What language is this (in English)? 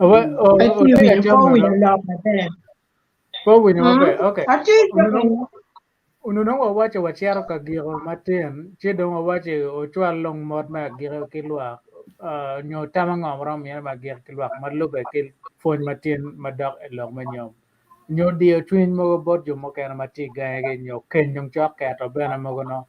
Acoli